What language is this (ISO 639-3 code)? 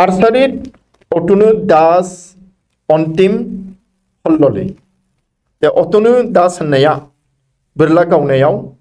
brx